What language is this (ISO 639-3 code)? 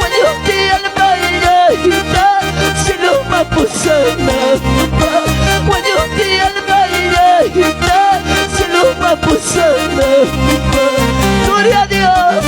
quy